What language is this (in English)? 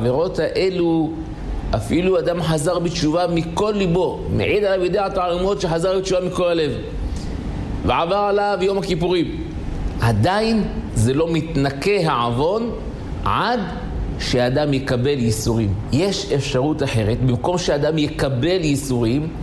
Hebrew